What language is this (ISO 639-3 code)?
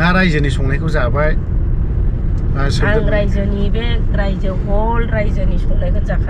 brx